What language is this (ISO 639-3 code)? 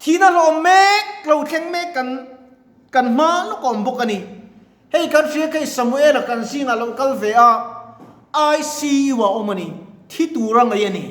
lus